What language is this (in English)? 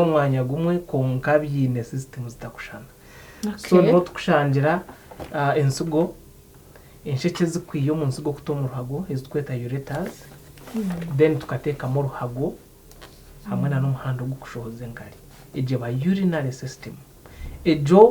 Nyankole